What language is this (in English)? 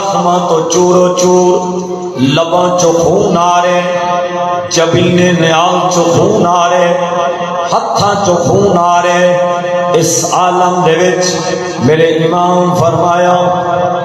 Saraiki